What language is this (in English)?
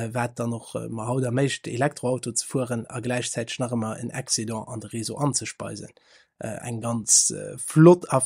Luxembourgish